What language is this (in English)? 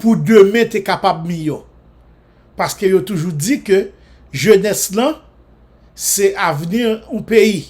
Haitian Creole